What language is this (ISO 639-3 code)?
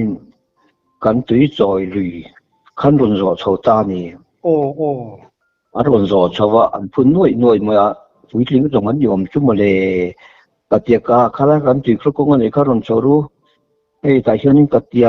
lus